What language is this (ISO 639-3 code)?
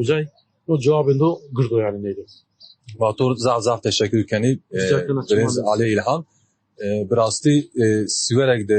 kur